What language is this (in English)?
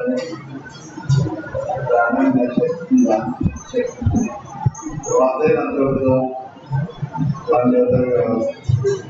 Vietnamese